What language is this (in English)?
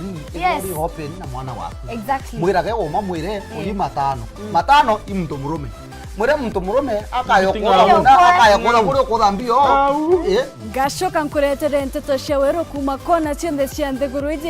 Meru